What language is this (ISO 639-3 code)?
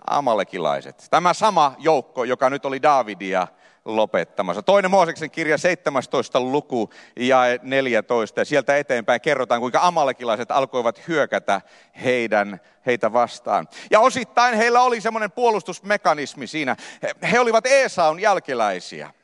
fin